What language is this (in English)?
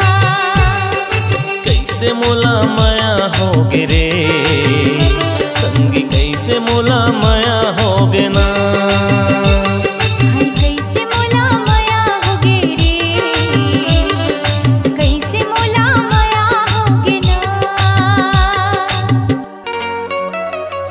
Chhattisgarhi